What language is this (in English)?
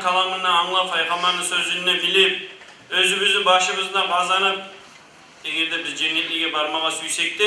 Kumyk